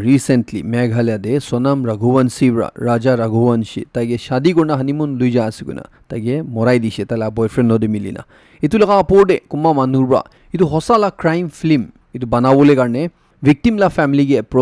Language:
Naga Pidgin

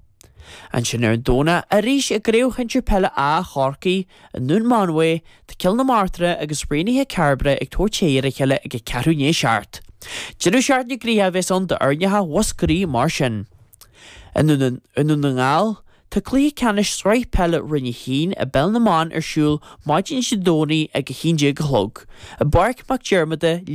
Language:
Irish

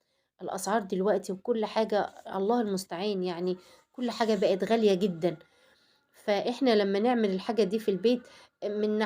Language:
Egyptian Arabic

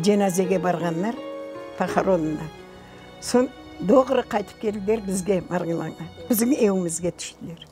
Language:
Crimean Tatar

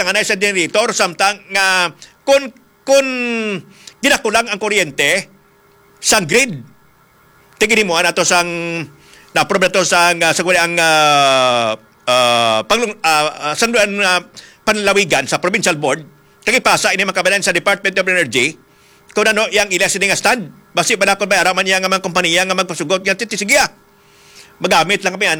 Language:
Hiligaynon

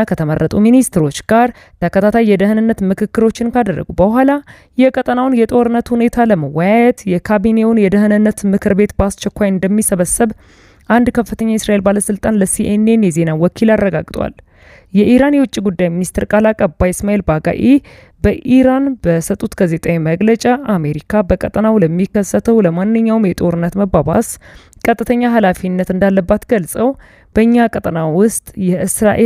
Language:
Amharic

